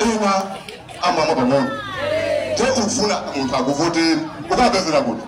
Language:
Nyanja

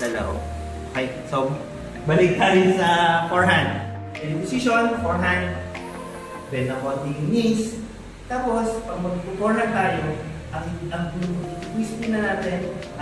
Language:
Filipino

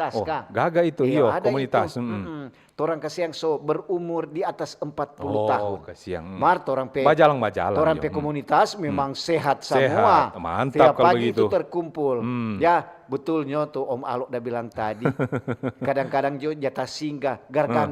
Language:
Manado Malay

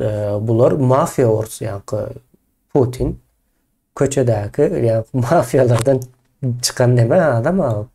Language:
Turkmen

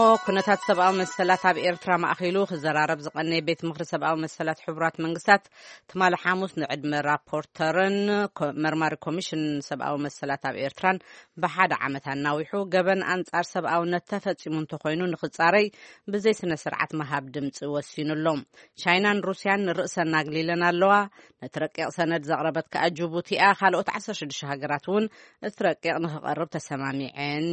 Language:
Tigrinya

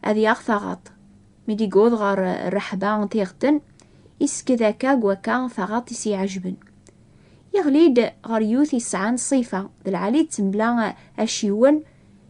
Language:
Kabyle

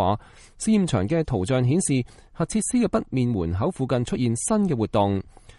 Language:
Cantonese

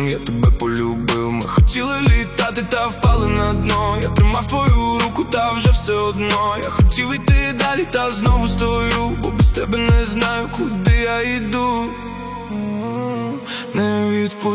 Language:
Ukrainian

